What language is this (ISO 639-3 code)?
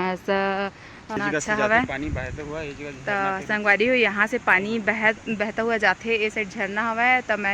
hne